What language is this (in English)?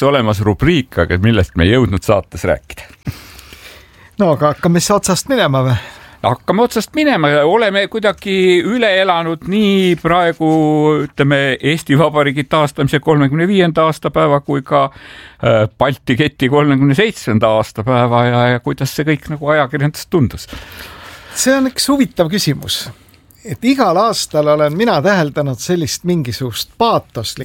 Estonian